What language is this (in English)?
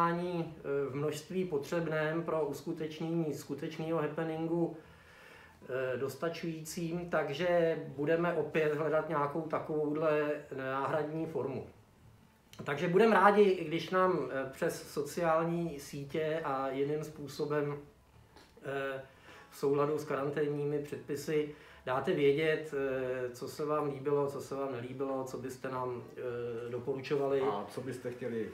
Czech